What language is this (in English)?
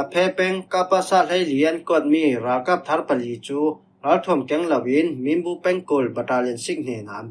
Falam Chin